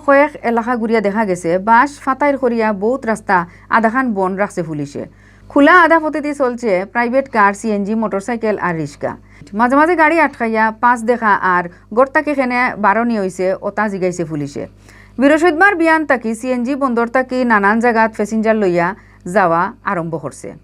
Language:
Sylheti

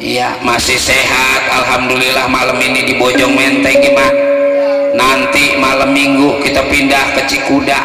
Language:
Betawi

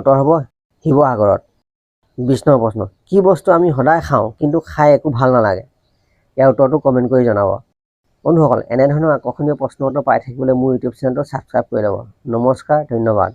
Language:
Assamese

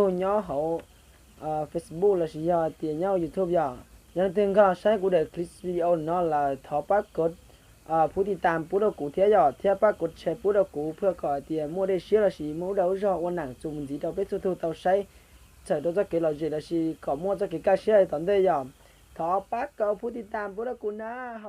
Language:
Hmong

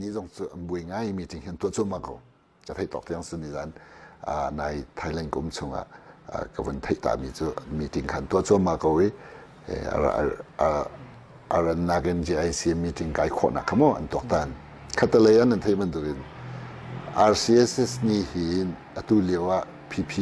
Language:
Hakha Chin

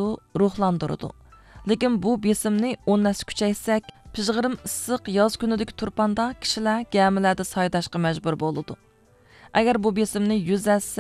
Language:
Uyghur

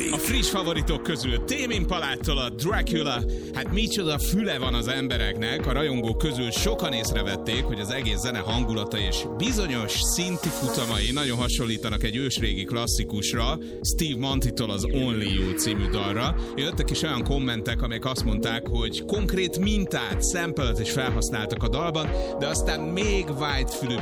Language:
Hungarian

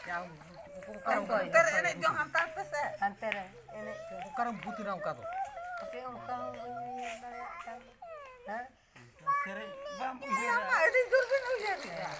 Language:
Santali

